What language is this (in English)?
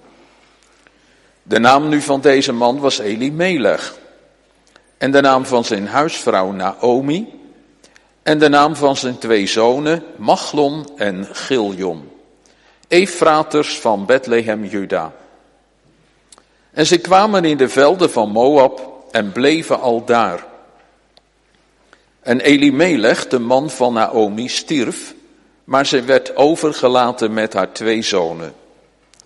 Dutch